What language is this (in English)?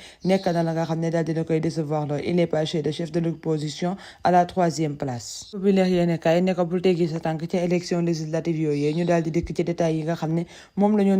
Wolof